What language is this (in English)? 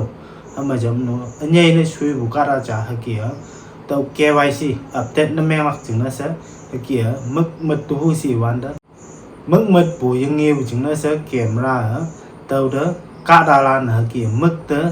Konyak Naga